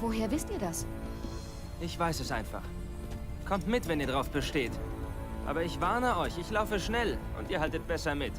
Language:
Bavarian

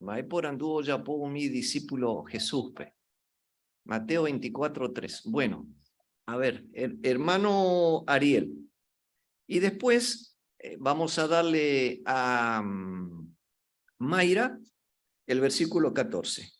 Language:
Guarani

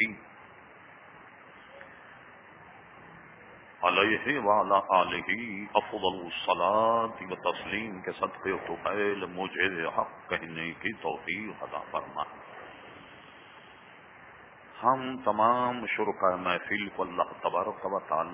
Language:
Urdu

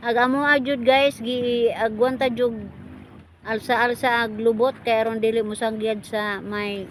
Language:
Cebuano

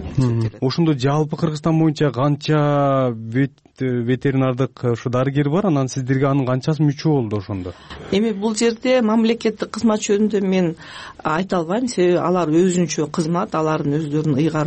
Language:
Kyrgyz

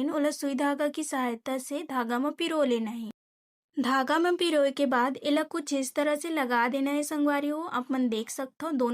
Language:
Chhattisgarhi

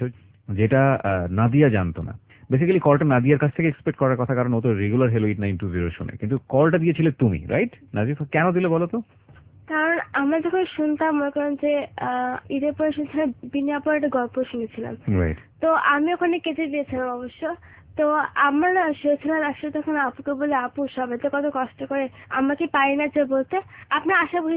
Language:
Bangla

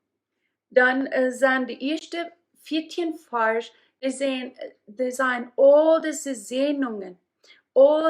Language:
Plautdietsch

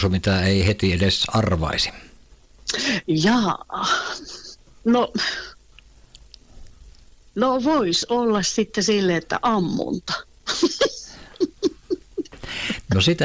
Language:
Finnish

